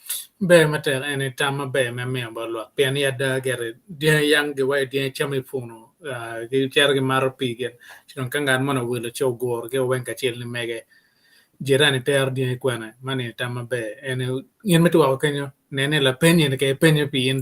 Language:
Acoli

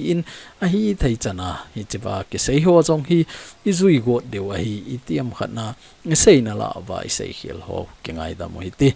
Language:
Thado Chin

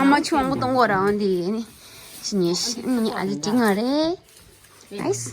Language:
Tibetan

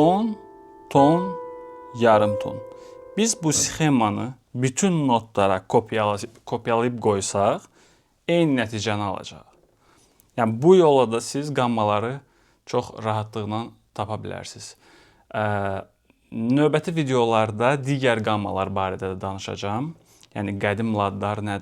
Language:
Azerbaijani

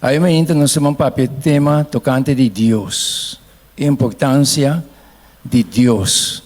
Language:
Papiamento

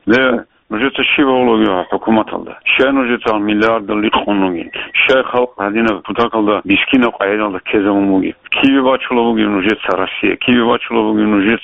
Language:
Avaric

